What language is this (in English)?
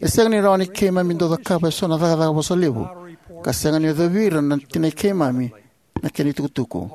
Fijian